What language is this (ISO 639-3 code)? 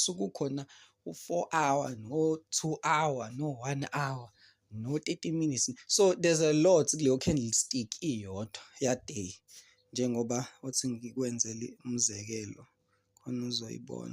zul